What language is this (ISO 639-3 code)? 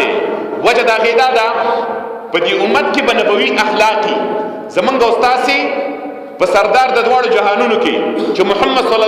pus